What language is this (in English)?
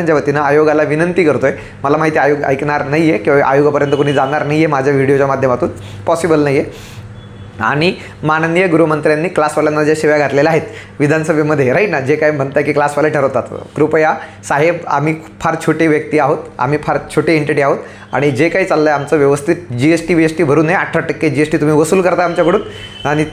Marathi